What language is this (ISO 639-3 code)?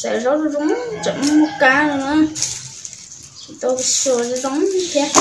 hmn